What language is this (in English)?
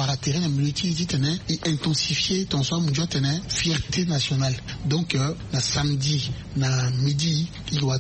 Sango